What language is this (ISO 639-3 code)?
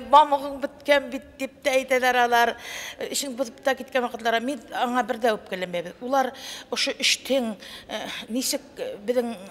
bak